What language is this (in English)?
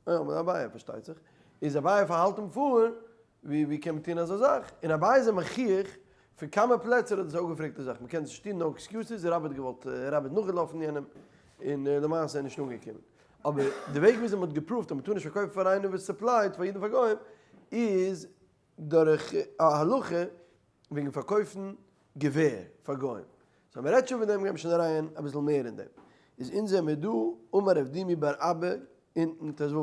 Yiddish